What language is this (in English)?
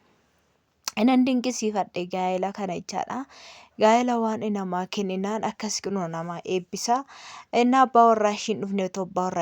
Oromo